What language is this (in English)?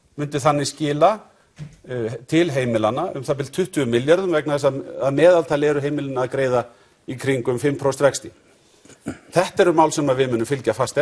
Icelandic